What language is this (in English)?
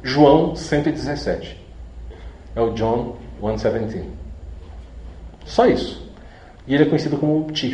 Portuguese